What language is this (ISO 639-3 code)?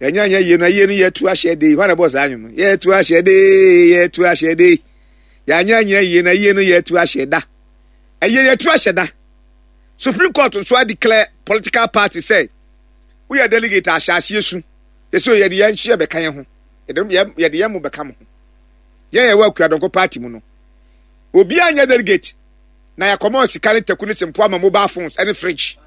aka